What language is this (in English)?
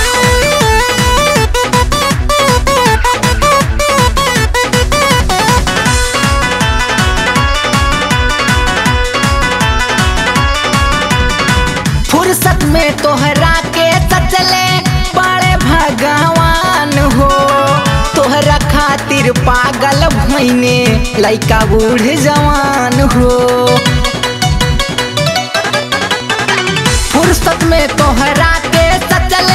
Bhojpuri